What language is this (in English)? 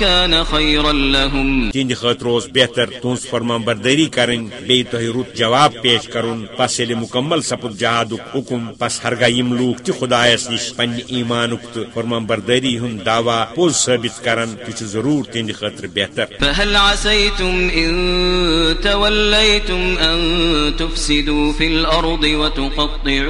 Kashmiri